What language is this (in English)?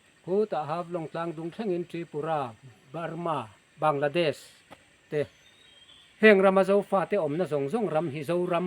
Mizo